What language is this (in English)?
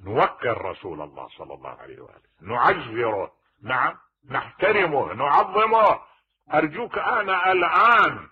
Mesopotamian Arabic